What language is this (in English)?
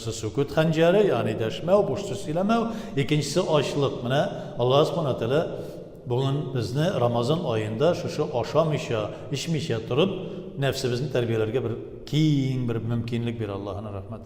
Tatar